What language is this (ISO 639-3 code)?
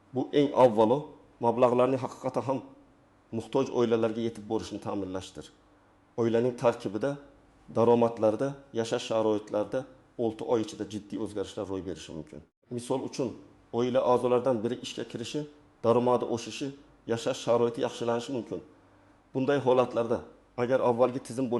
uzb